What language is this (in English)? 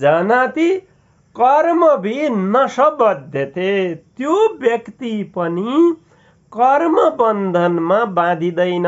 Nepali